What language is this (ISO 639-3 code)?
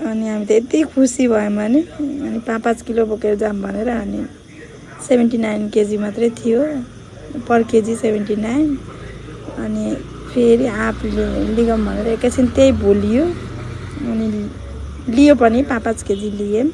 nep